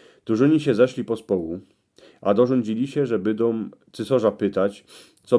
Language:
Silesian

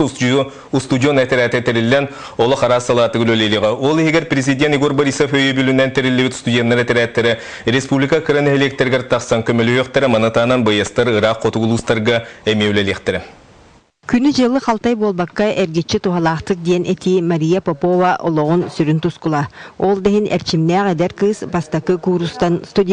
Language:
Yakut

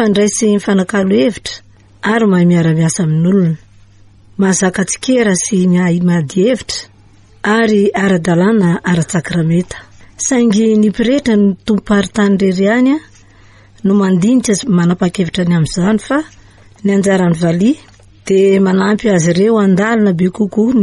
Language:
Malagasy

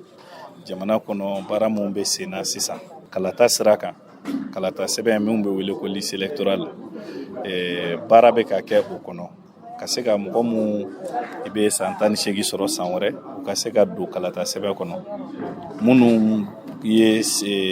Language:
Bambara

